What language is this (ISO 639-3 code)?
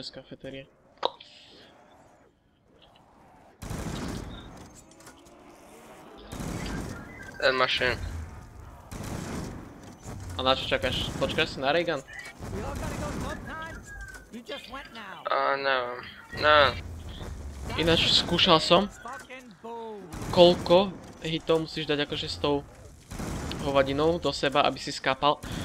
slk